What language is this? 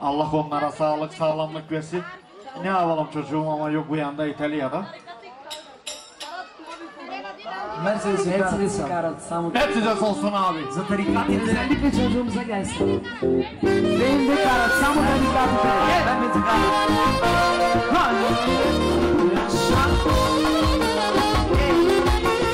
Turkish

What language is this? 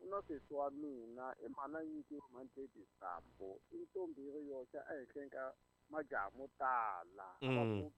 Tsonga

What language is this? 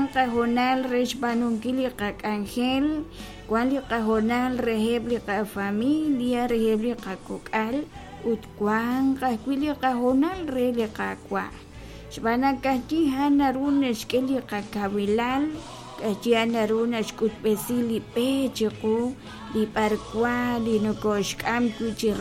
Kekchí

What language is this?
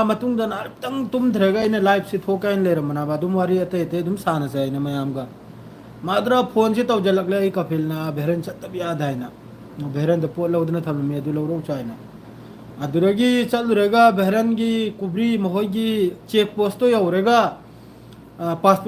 Manipuri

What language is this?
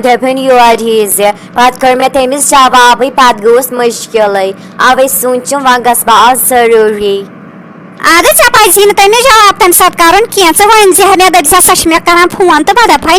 Kashmiri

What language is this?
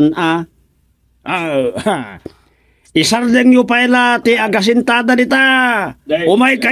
Iloko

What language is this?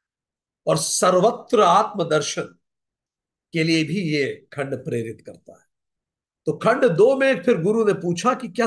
Hindi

